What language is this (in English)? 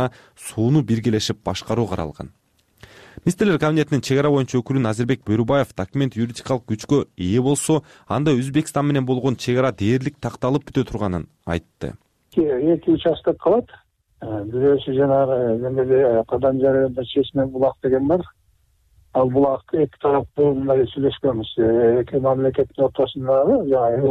Kyrgyz